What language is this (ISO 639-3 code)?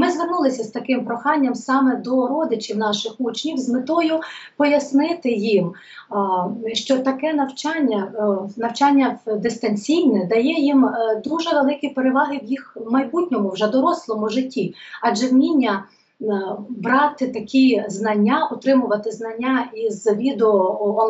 ukr